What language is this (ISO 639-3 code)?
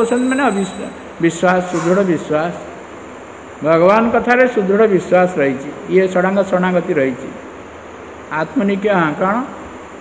ori